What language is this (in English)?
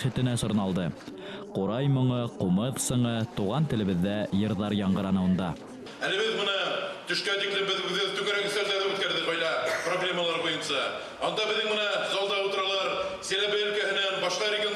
Bashkir